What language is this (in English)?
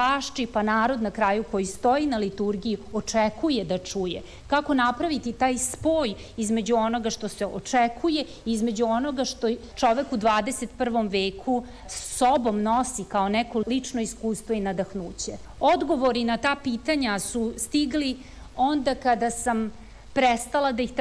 Serbian